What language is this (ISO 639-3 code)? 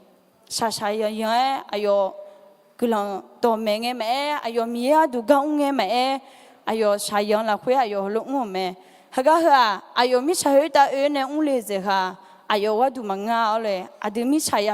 ahk